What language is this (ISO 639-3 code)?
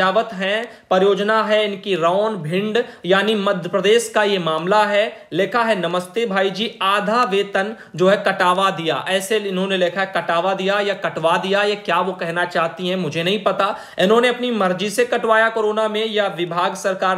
hin